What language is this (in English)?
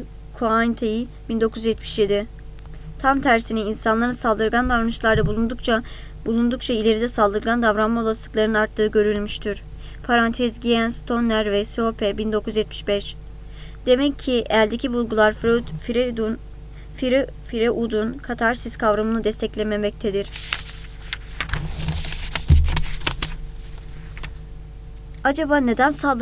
Turkish